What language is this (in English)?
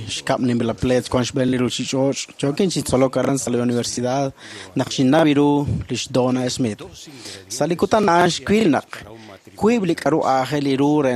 Kekchí